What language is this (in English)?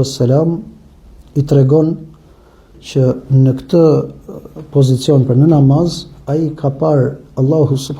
Albanian